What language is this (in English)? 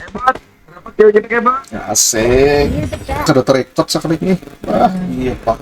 Banjar